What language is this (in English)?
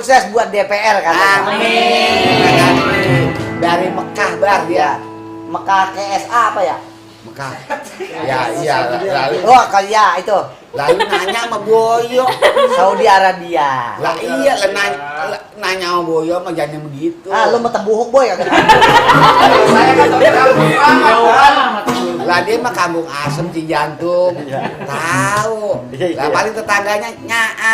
Betawi